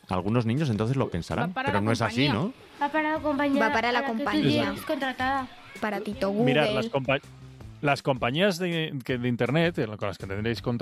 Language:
Spanish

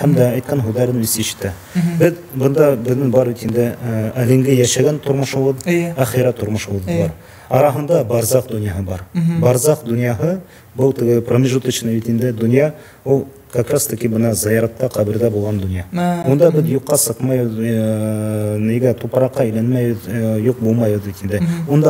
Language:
Bashkir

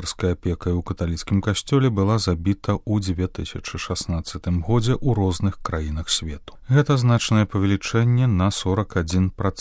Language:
Belarusian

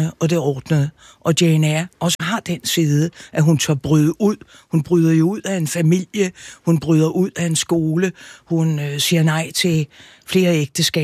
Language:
Danish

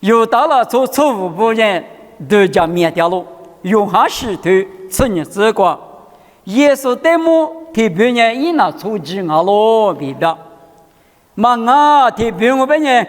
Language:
Lisu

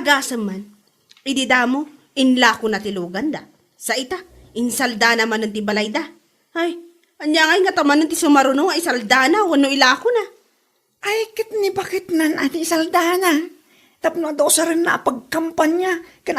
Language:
Iloko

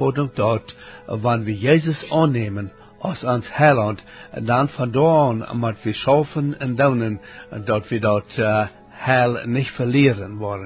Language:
Plautdietsch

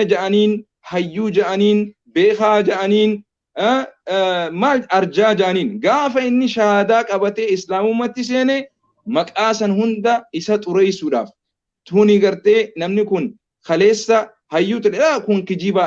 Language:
Oromo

